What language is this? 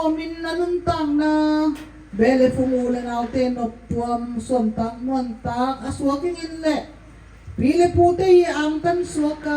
Tedim Chin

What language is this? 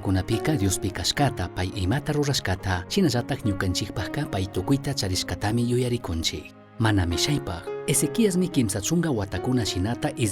Chimborazo Highland Quichua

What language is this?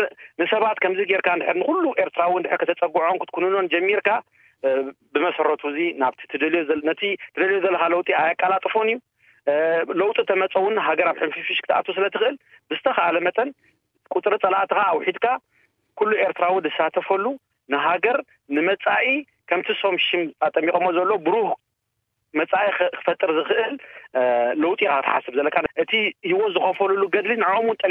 Tigrinya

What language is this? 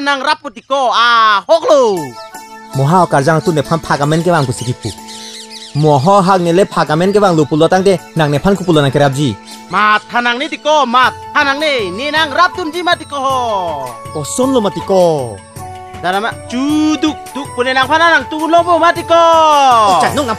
Karbi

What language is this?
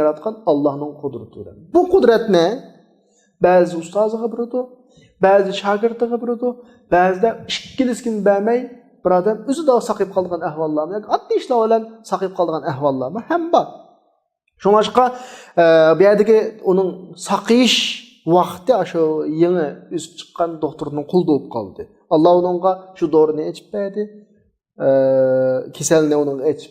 Uyghur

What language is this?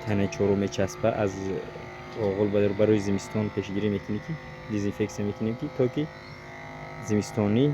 Tajik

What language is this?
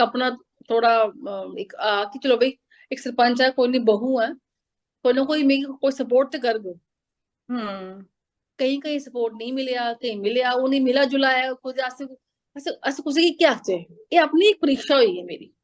Dogri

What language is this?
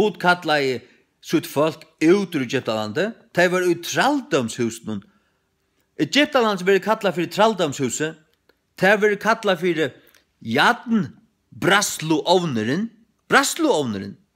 Faroese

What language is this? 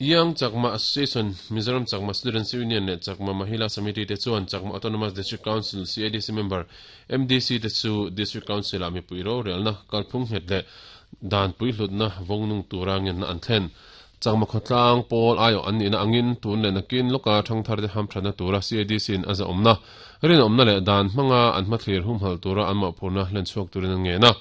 Mizo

